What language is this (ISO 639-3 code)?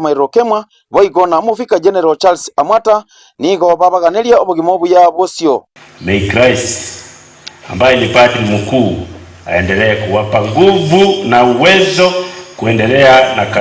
guz